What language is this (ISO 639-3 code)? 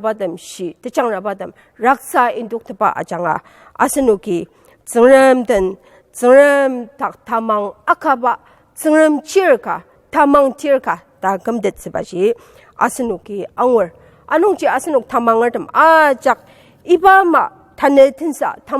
njo